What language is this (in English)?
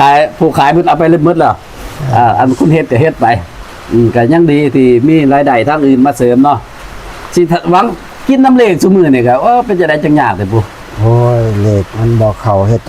Northeastern Thai